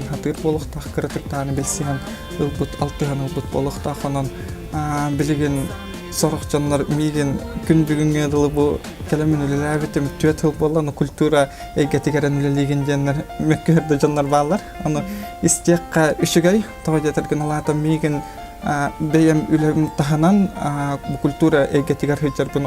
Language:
Yakut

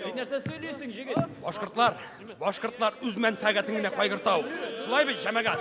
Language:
Bashkir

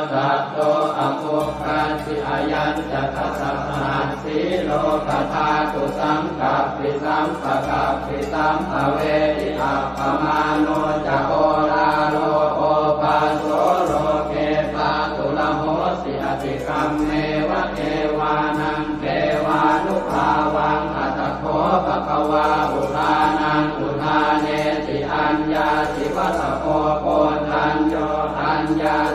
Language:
Pali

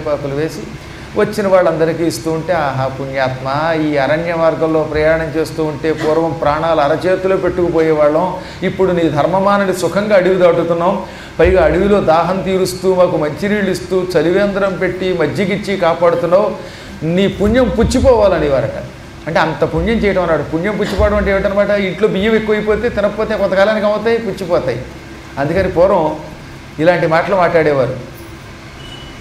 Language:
Telugu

